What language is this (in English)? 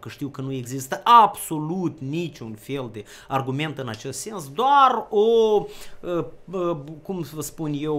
Romanian